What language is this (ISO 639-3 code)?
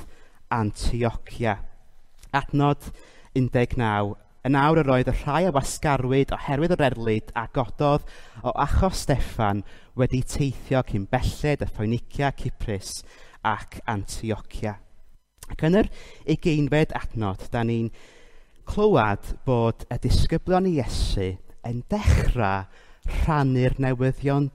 cym